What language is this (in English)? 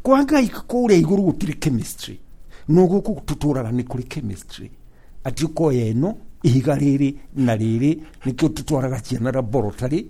Kikuyu